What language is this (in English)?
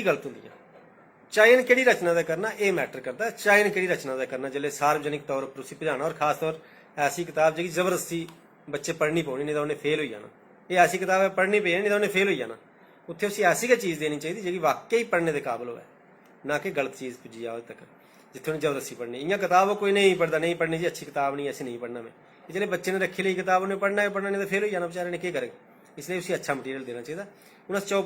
Dogri